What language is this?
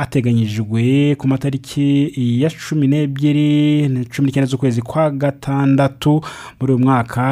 Kinyarwanda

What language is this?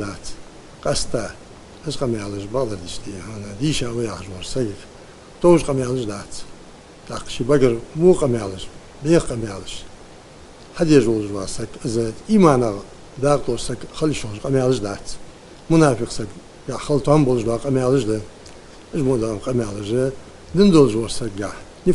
Ingush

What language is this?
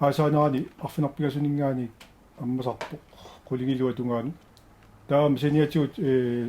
Kalaallisut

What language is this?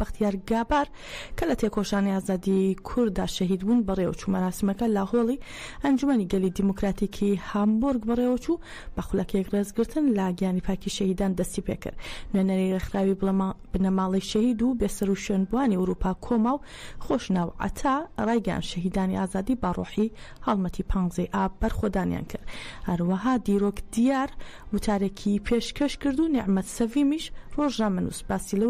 Central Kurdish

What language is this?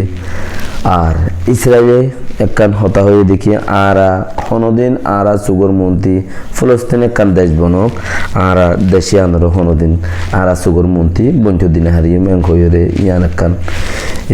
Rohingya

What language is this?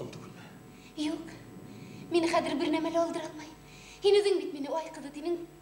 Bashkir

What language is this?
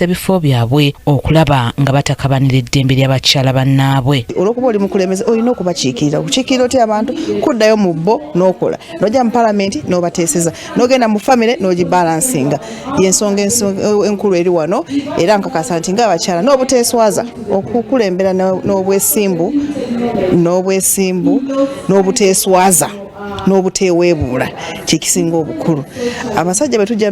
Ganda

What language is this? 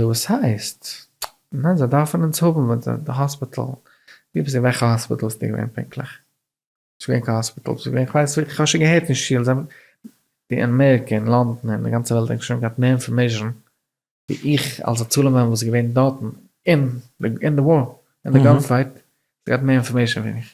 Yiddish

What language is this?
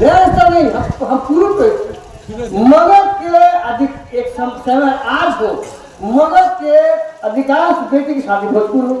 Magahi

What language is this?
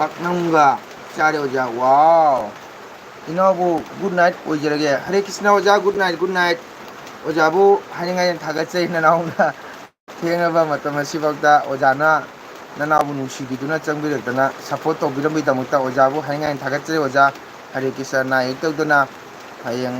Manipuri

